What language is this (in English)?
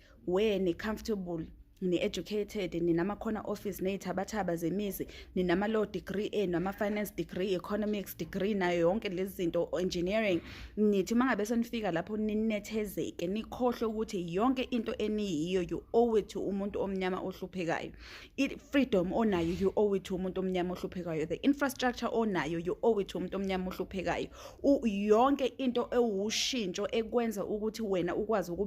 Zulu